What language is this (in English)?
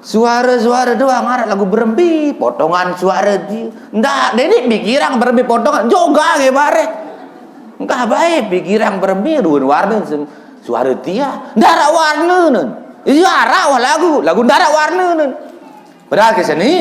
Sasak